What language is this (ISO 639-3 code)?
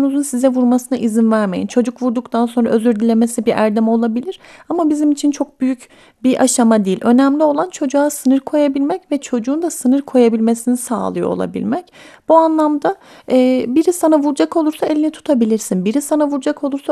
tur